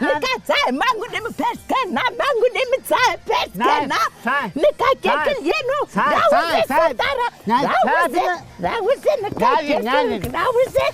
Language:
Zaza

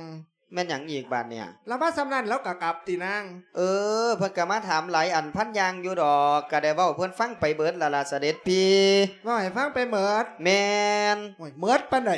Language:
Lao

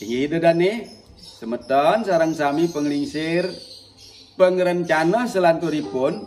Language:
Balinese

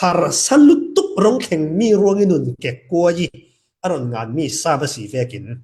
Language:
Falam Chin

